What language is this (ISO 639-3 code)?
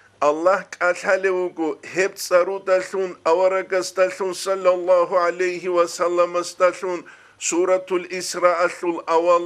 ava